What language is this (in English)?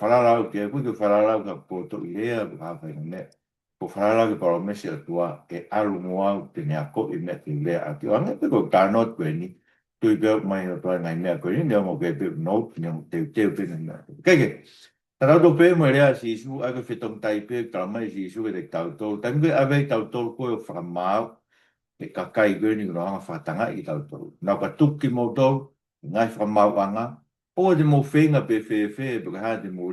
Tongan